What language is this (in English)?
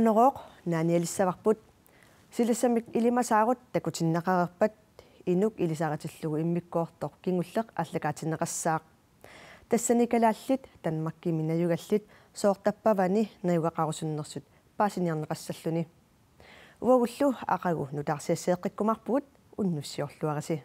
Kalaallisut